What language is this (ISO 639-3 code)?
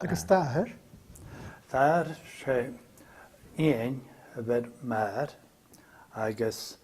gla